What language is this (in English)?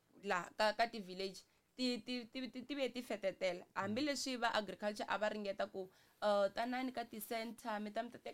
Tsonga